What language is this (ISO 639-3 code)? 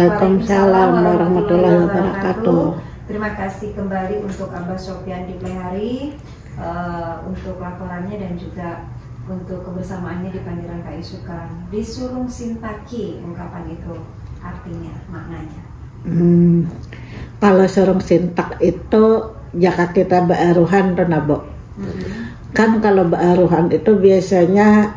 bjn